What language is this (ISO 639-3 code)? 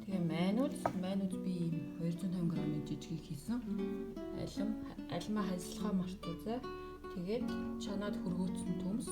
mon